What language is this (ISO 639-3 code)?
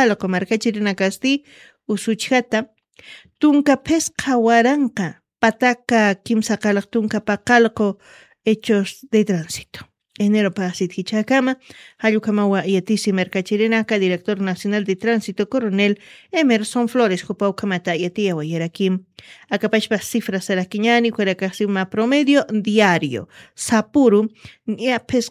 aym